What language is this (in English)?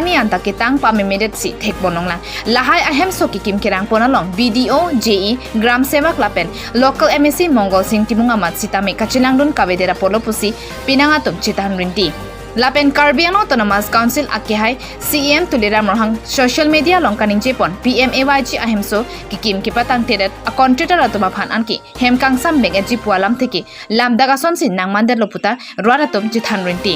Karbi